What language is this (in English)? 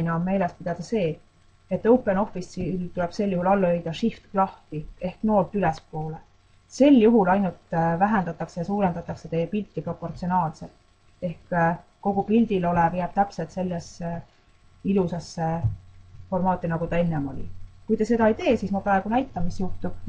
Estonian